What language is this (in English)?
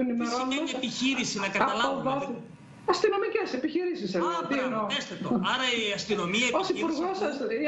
Greek